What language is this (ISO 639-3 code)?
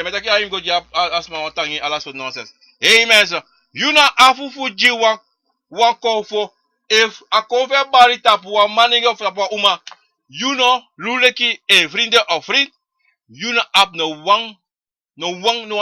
srn